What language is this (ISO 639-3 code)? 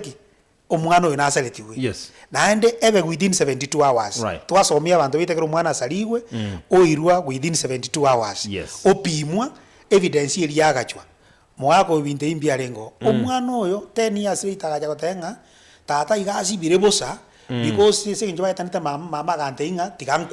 guz